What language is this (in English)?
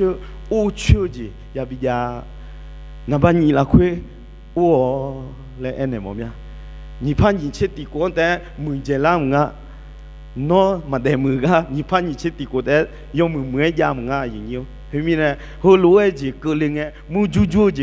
Akha